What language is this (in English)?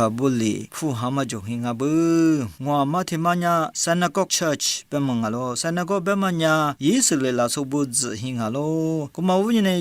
Lisu